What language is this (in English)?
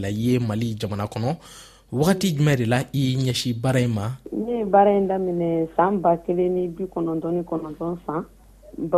Bambara